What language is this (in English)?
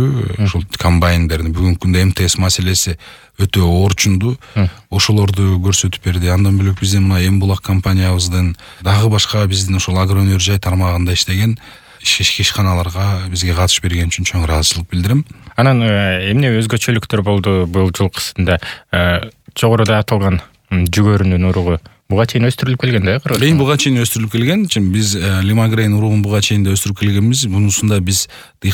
Kyrgyz